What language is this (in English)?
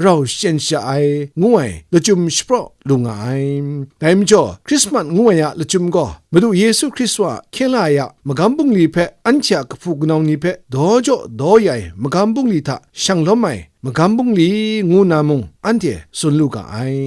Kachin